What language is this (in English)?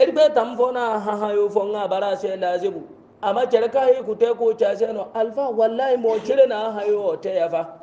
Hausa